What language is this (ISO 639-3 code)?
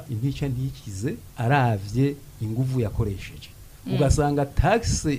run